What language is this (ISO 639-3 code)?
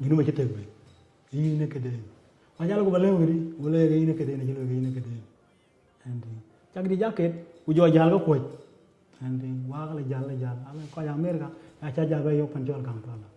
din